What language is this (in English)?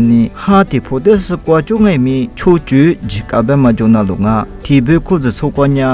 Lisu